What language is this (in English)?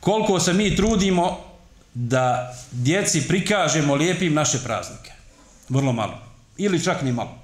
Bosnian